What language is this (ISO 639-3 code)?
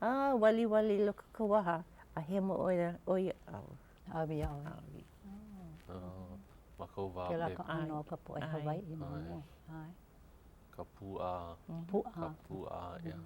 haw